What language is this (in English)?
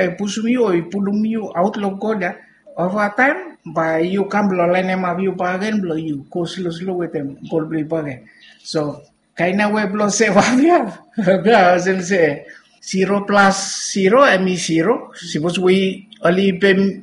Bislama